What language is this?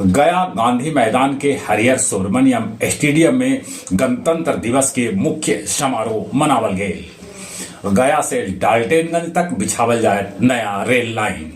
Magahi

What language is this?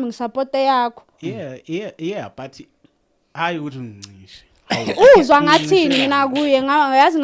Zulu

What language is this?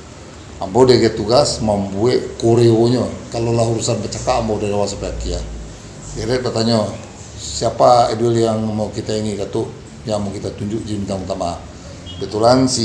Minangkabau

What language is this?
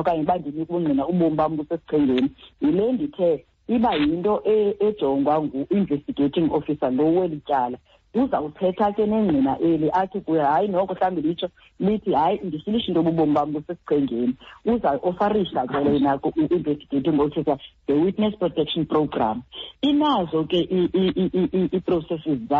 Xhosa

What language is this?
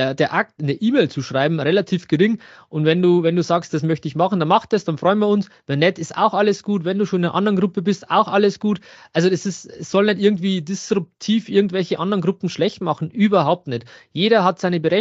German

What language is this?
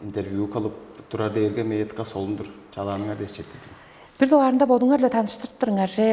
Tuvinian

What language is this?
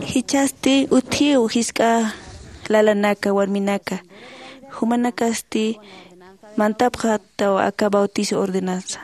Aymara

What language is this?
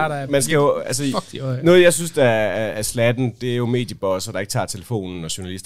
Danish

